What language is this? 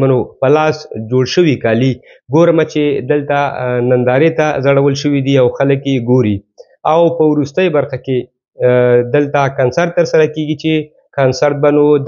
Pashto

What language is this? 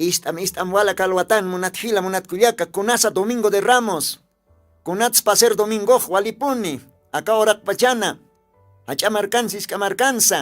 Aymara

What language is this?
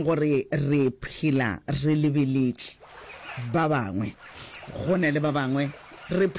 Northern Sotho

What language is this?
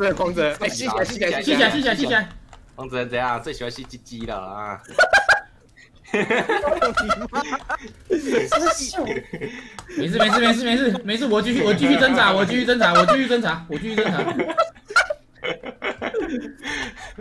Chinese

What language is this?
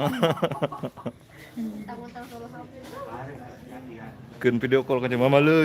Sasak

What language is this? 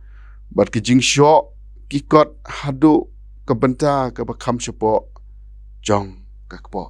Khasi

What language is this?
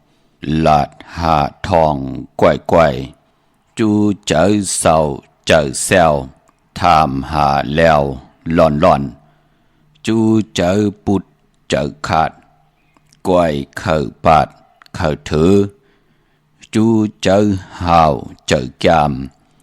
Shan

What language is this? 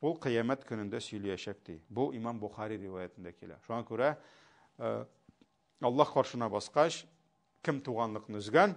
Tatar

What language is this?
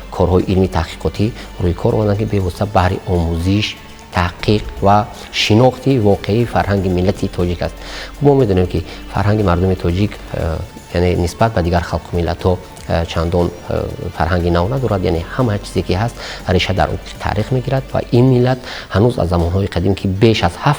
Tajik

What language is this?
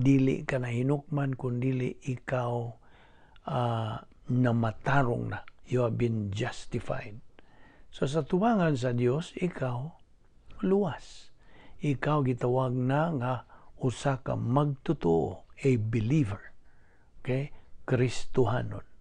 Cebuano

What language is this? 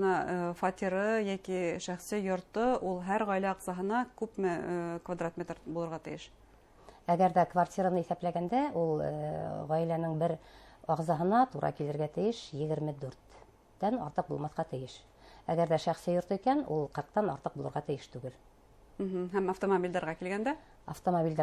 Bashkir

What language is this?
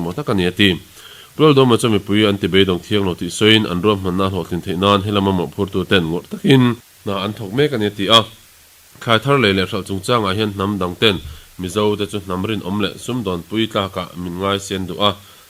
Mizo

